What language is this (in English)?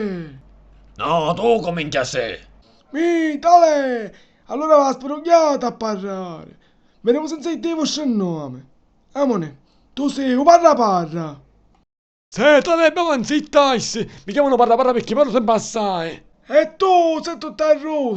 Sicilian